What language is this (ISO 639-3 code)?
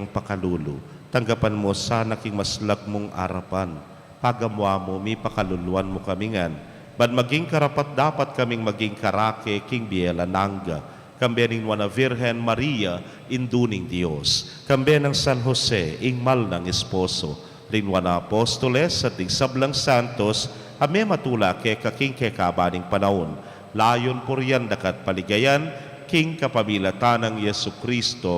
pam